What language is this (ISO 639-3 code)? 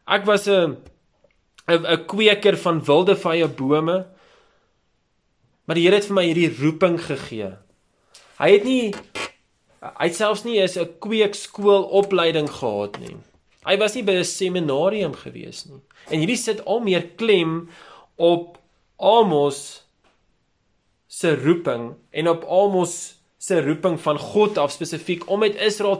afr